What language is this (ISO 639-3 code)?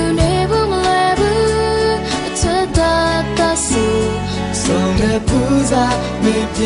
mya